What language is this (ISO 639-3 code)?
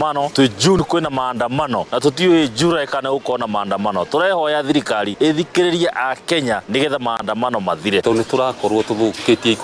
kik